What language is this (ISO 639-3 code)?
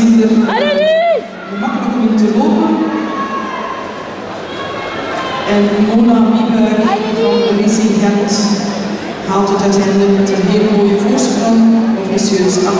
nld